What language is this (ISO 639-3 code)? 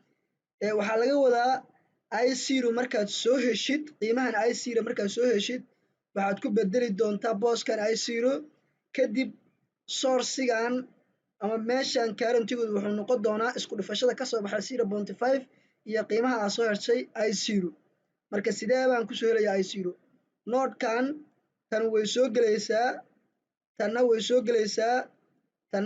som